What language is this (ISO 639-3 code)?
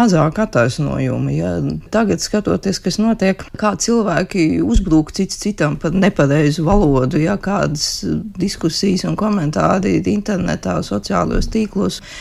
lav